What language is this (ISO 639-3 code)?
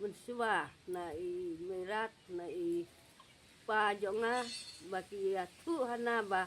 kha